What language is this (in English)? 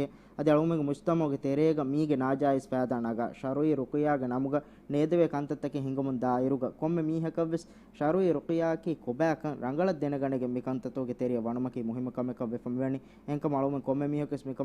Divehi